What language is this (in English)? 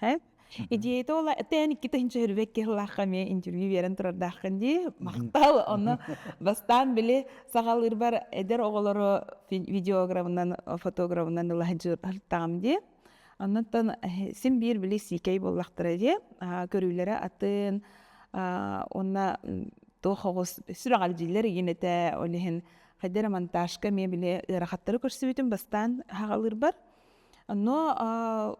Yakut